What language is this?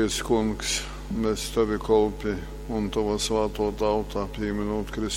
Latgalian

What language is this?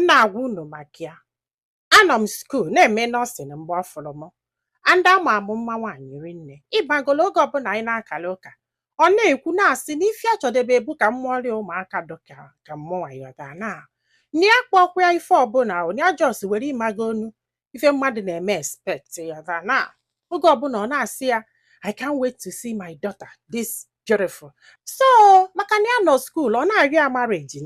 Igbo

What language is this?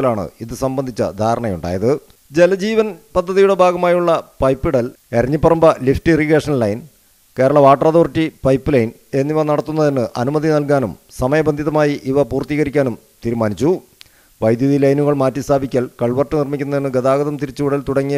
Malayalam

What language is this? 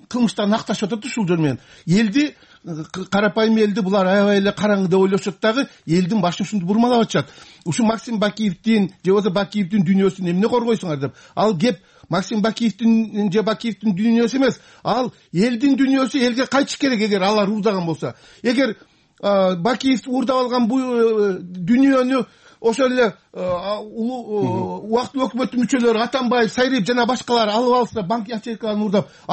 Kyrgyz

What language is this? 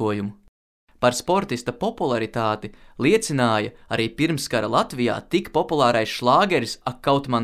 Latvian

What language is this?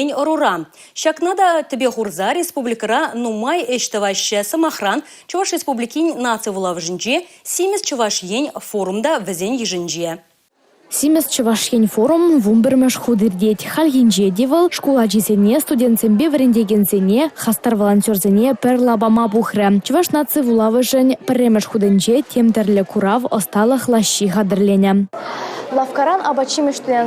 Chuvash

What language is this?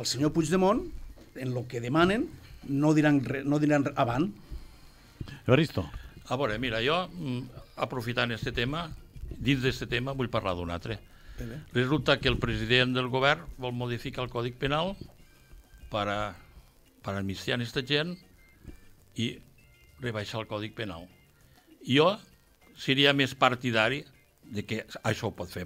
Catalan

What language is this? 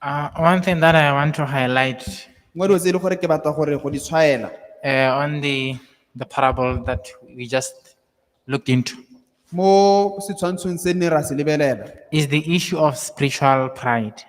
Tswana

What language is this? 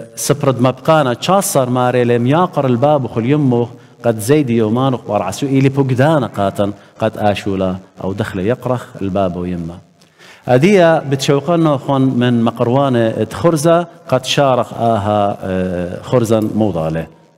Assyrian Neo-Aramaic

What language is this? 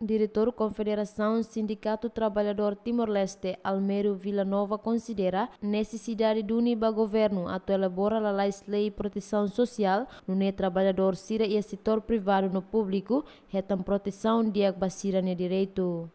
Tetum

